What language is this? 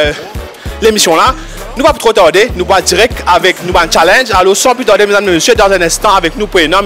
Morisyen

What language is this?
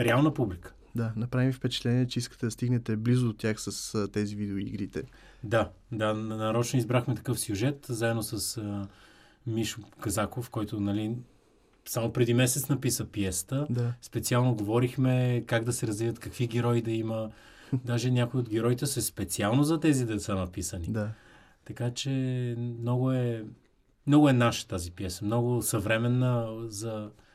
Bulgarian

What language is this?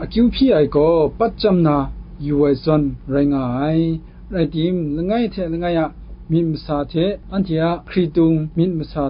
Kachin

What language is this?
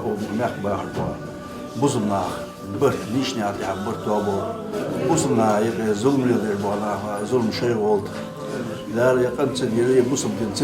Ingush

